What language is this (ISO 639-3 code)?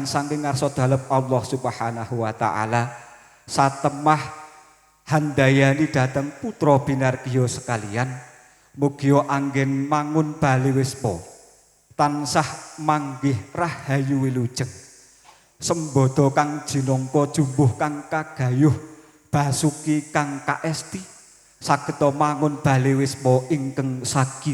jav